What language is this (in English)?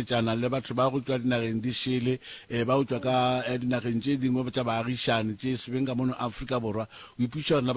Northern Sotho